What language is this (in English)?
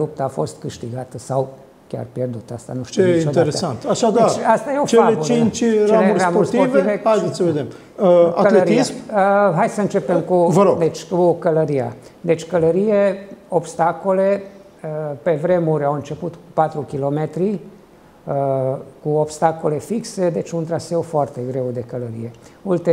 Romanian